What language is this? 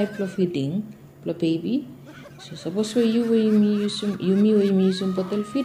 Bislama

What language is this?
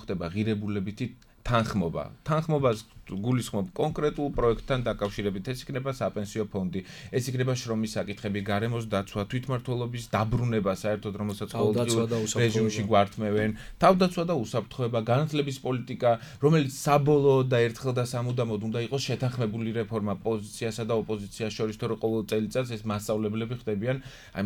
Georgian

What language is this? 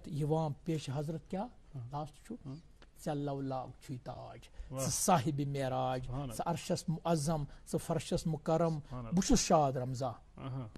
Kashmiri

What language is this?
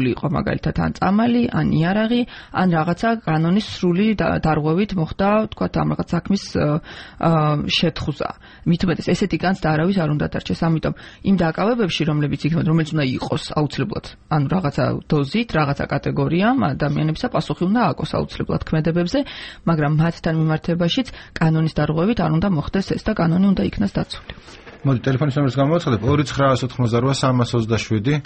Georgian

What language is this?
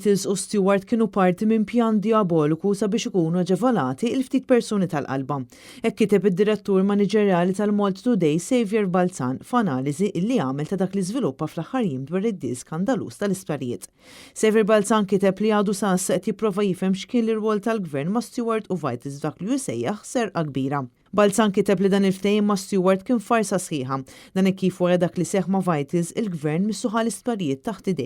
Maltese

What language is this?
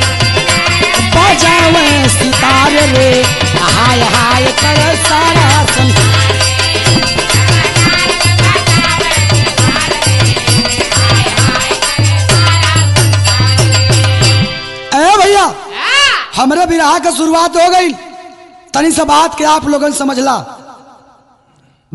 Bhojpuri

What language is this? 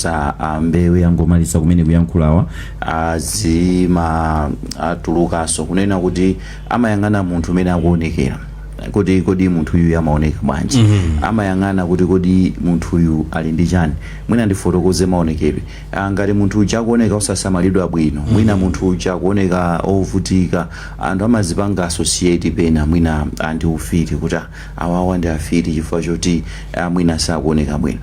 Nyanja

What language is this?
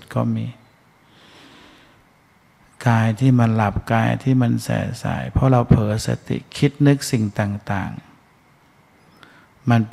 Thai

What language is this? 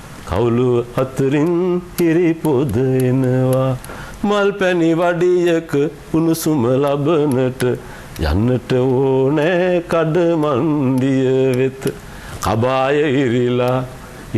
Sinhala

